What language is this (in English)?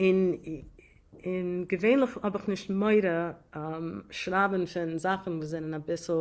Yiddish